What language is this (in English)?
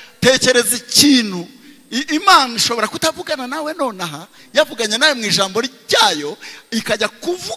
Kinyarwanda